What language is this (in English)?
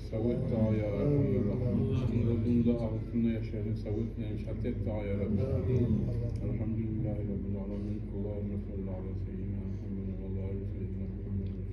Kumyk